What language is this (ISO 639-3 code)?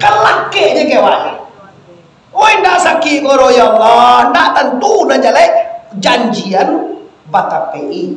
min